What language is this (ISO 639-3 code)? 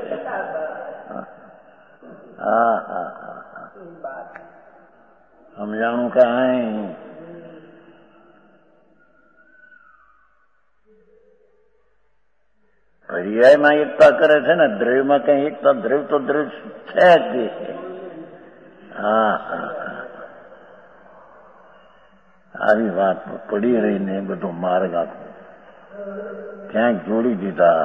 guj